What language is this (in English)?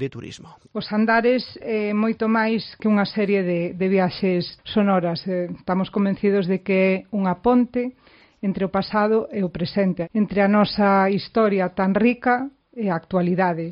Galician